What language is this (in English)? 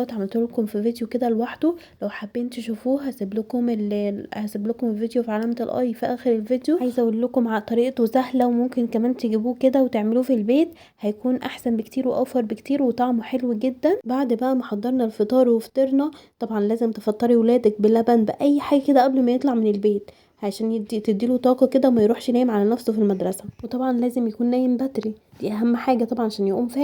Egyptian Arabic